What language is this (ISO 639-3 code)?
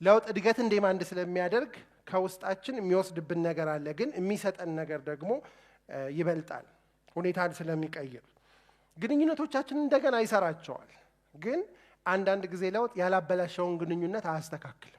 amh